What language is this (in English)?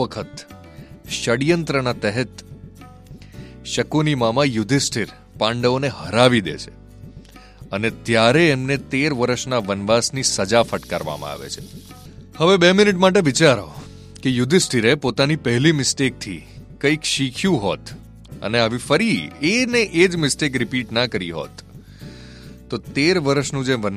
Gujarati